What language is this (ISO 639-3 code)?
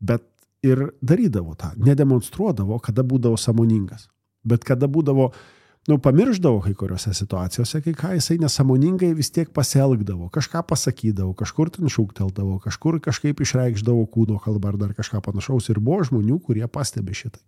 lit